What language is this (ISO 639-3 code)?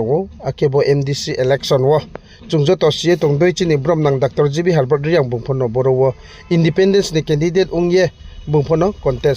ria